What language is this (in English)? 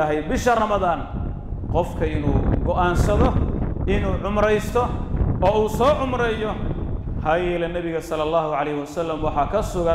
Somali